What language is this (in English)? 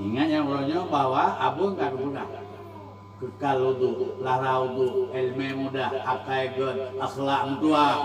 Achinese